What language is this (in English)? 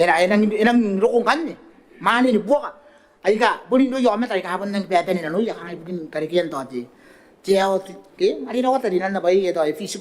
Gilbertese